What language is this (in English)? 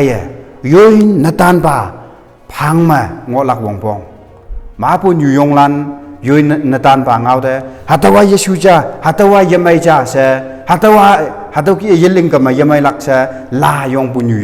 Konyak Naga